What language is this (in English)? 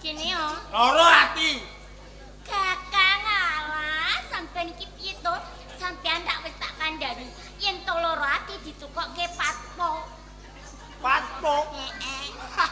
Javanese